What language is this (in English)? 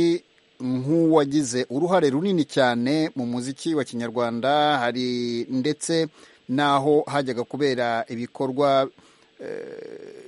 Kinyarwanda